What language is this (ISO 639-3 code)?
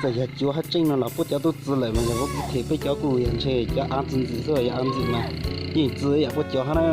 hmn